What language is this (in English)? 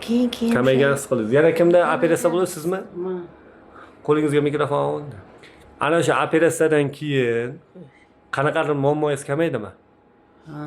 Uzbek